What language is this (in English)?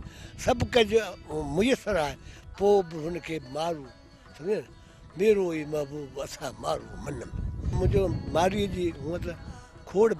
Sindhi